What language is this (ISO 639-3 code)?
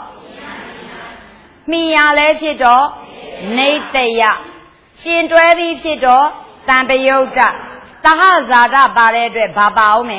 mya